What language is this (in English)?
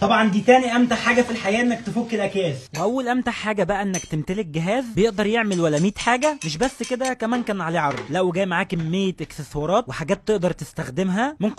Egyptian Arabic